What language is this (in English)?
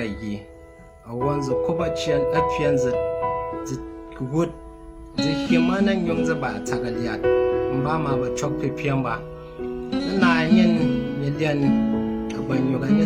Tyap